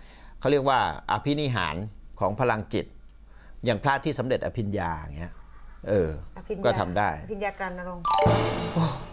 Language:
Thai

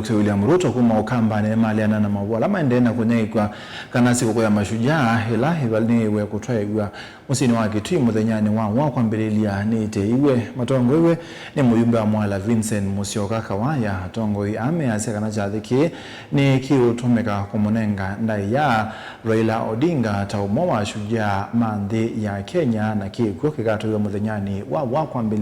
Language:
Kamba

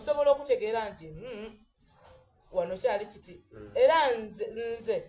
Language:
Soga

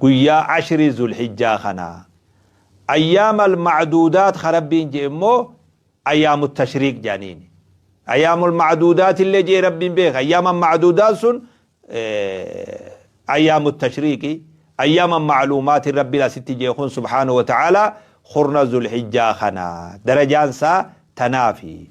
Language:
Oromo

